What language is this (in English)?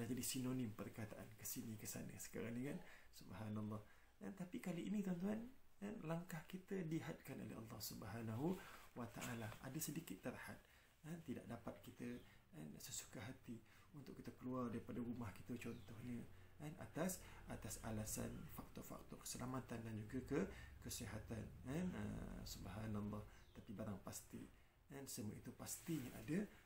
Malay